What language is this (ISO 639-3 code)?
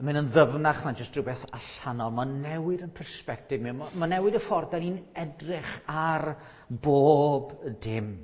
cym